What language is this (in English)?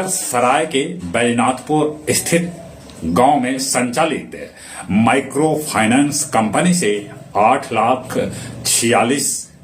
Magahi